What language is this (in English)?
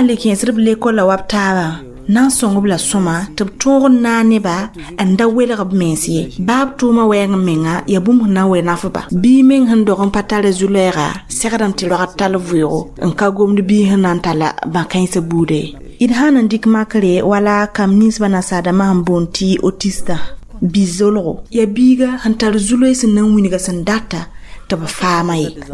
Mossi